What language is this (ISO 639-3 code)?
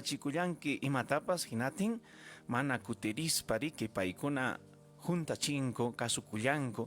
quy